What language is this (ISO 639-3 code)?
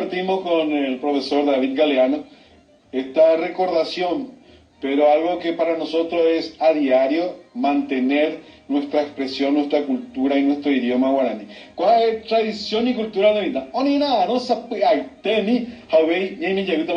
grn